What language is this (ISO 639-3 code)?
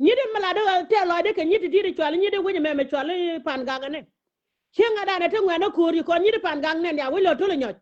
nus